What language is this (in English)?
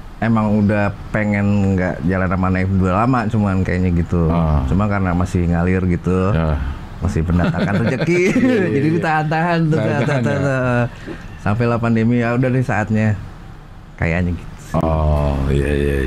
Indonesian